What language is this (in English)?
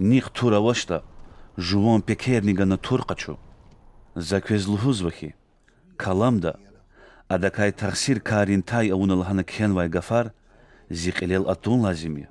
Lezghian